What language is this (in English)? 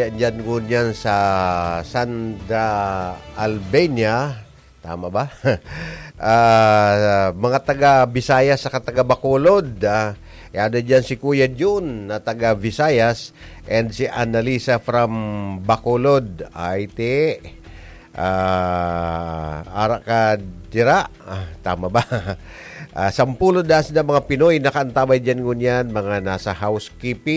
Bikol